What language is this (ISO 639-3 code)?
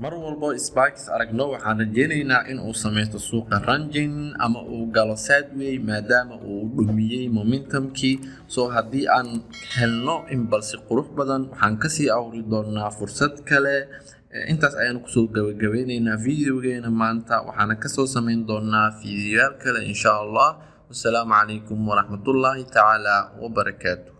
som